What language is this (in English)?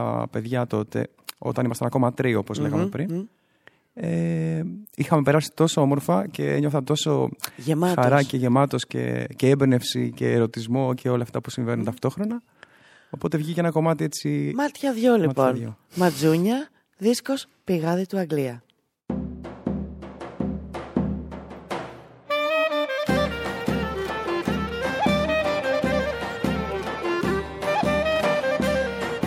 Greek